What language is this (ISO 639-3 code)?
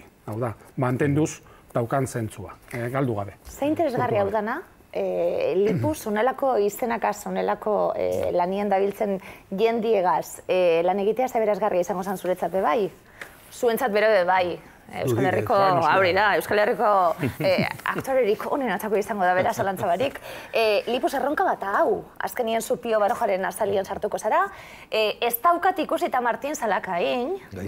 eus